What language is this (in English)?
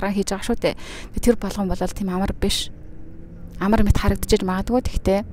Mongolian